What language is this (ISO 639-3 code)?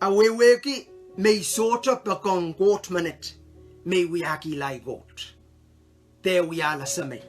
pon